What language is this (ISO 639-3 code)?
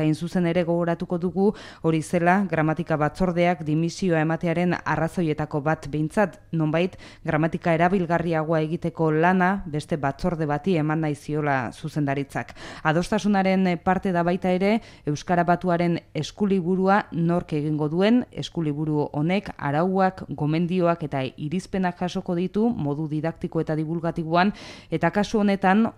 eus